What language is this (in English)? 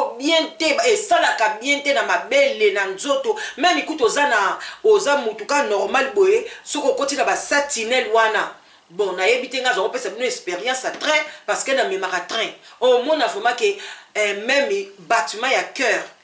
Lingala